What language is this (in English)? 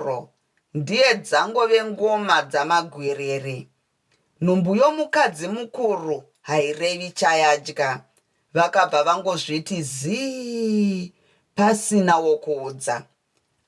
Shona